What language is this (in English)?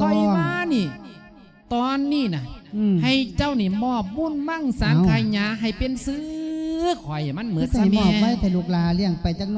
Lao